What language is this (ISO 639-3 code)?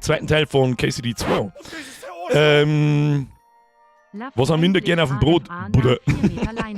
bar